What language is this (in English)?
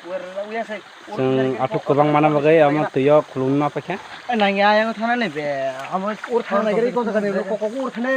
Kok Borok